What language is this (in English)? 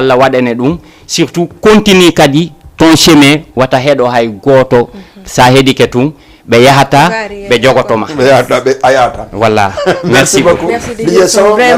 Fula